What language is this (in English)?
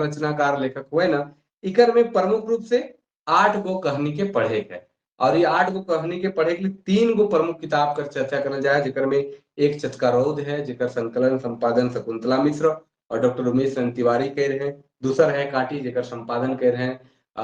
Sadri